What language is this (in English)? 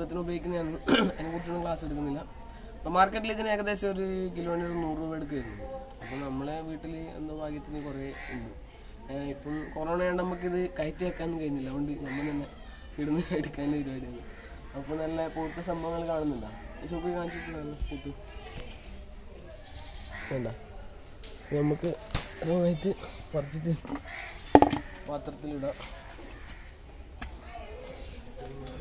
Malayalam